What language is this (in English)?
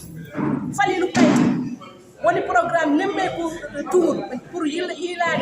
Fula